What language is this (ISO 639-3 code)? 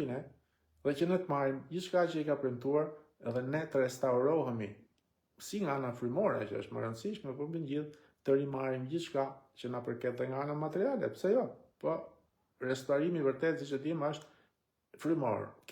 sqi